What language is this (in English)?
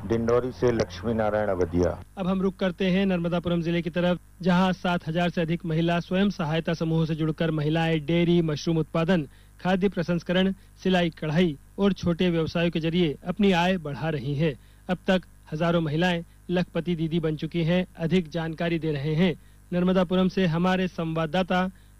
Hindi